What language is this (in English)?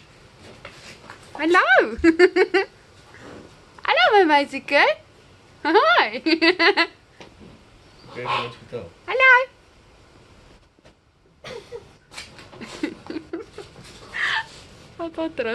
Afrikaans